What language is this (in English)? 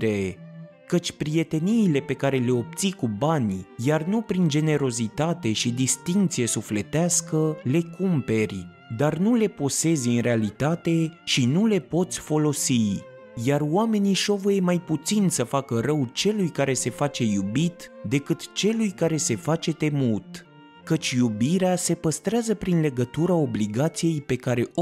Romanian